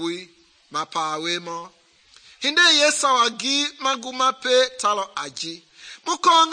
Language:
Mende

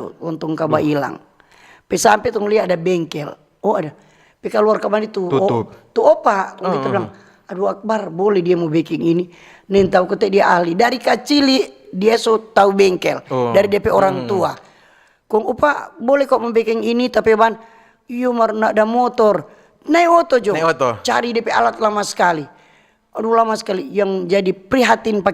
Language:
Manado Malay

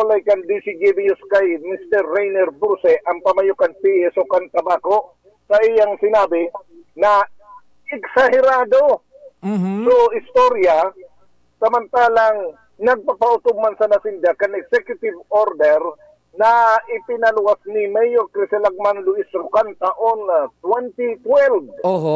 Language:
Bikol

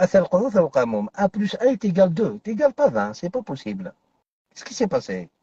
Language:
Algerian Arabic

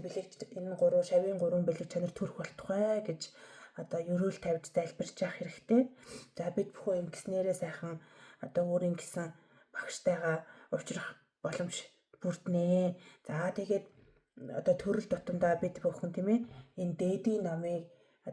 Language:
Mongolian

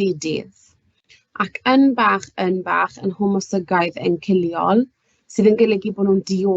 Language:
Welsh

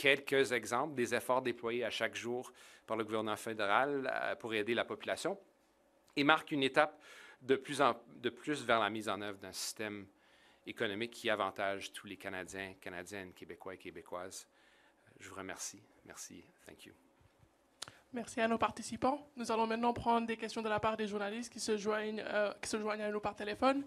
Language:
French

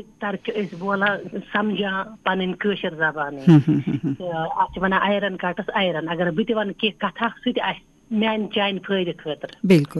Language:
Kashmiri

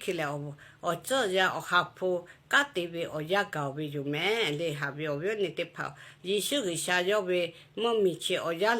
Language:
Lahu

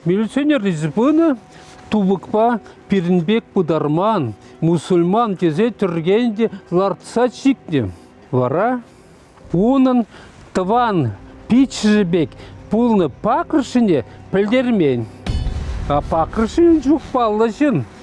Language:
Chuvash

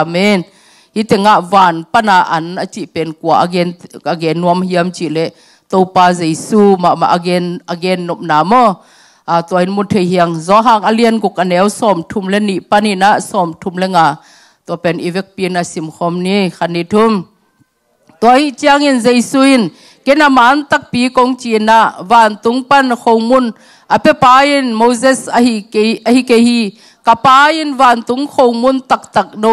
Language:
Tedim Chin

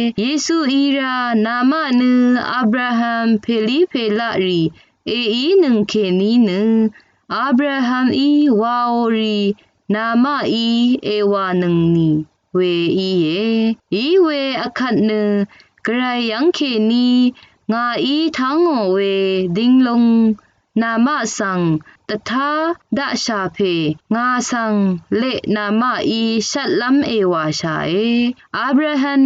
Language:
Rawang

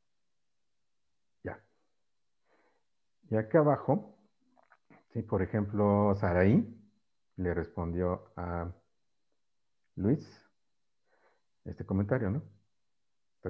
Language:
Spanish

